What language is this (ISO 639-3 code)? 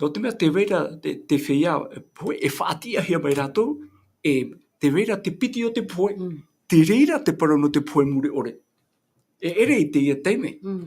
tah